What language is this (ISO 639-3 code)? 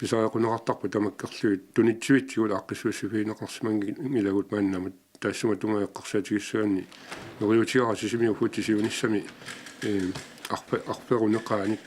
kal